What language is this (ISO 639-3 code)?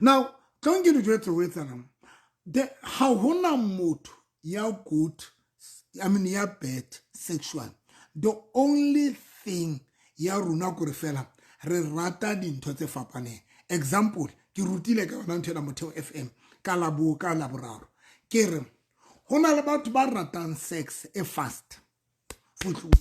sot